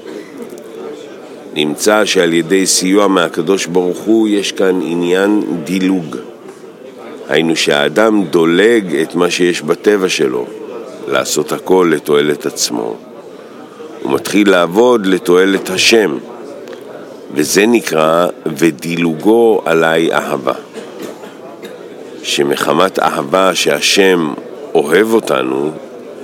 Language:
Hebrew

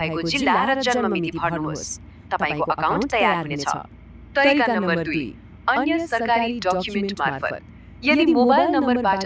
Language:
Nepali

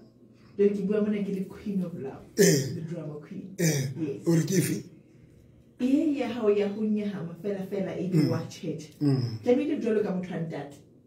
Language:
Southern Sotho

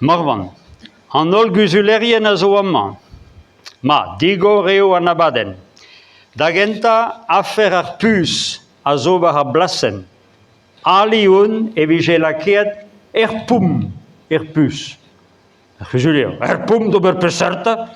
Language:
Breton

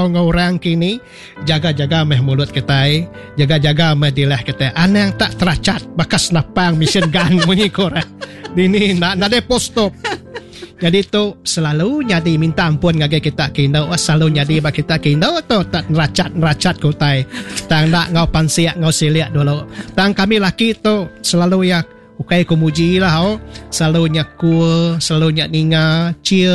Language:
Iban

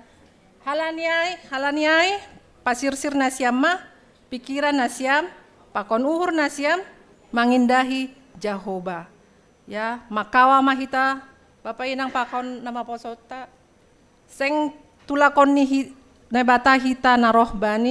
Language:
Batak Simalungun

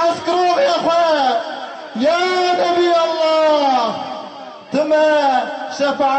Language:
Kurdish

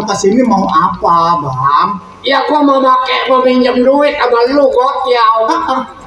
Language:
Betawi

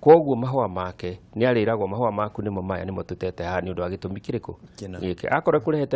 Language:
Kikuyu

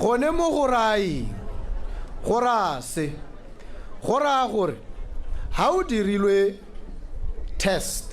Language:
Tswana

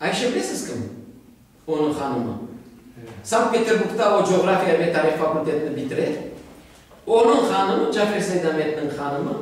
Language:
Crimean Tatar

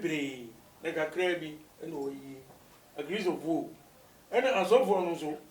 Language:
Akan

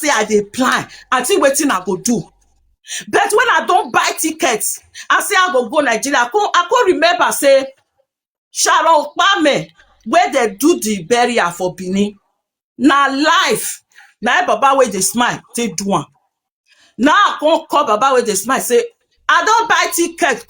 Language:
Nigerian Pidgin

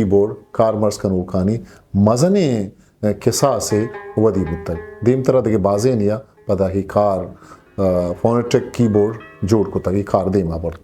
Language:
Eastern Balochi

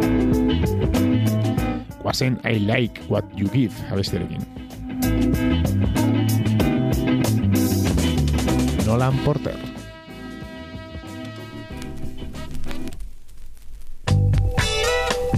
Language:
Basque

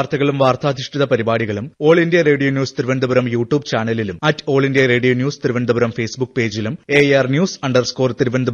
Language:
Malayalam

